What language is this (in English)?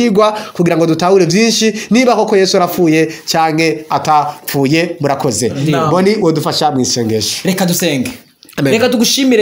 Rundi